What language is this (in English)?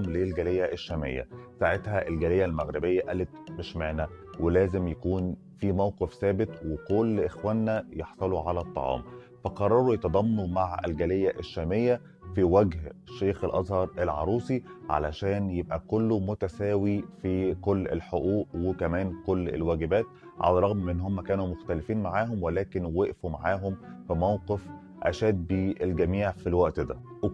Egyptian Arabic